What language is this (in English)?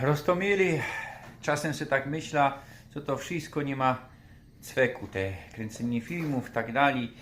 Silesian